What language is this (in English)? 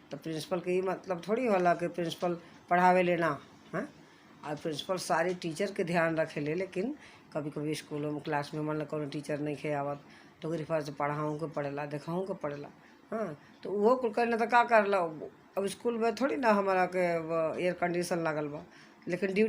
Bhojpuri